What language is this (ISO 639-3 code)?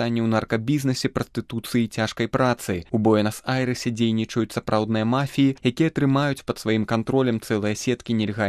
bel